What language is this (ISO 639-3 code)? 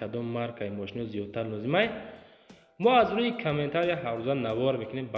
tgk